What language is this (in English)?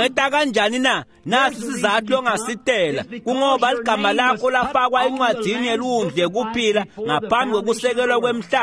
Swati